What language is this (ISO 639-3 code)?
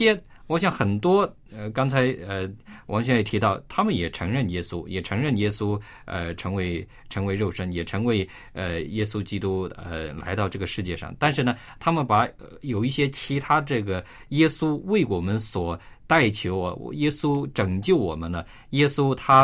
zho